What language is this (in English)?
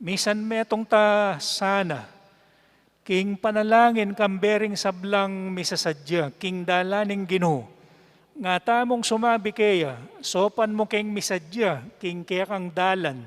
Pampanga